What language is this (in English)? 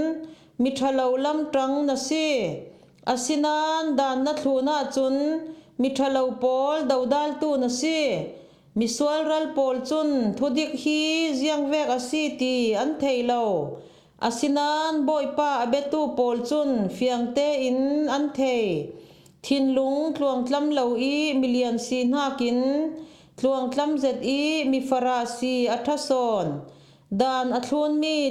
Falam Chin